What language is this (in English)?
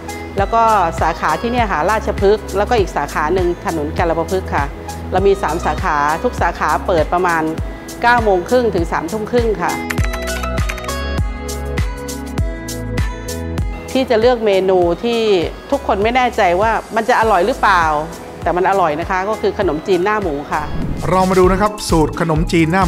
Thai